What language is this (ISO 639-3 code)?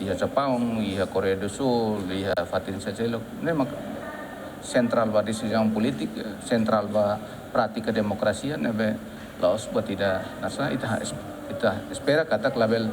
tet